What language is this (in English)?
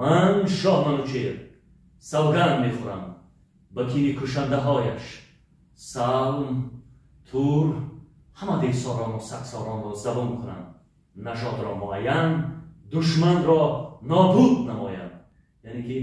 Tajik